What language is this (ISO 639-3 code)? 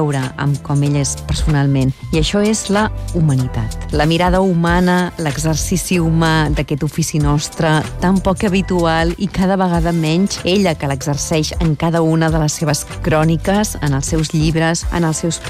cat